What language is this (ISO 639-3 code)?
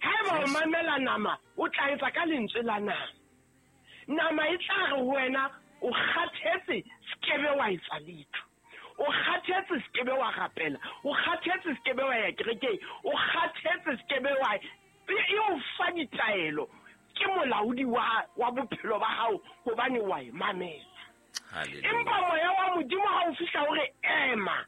sot